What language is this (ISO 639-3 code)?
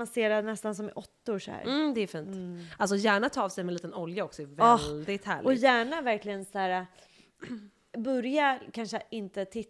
swe